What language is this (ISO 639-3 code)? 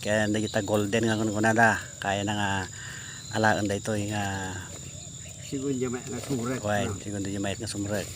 ilo